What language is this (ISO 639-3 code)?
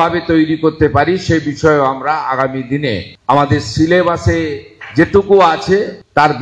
ben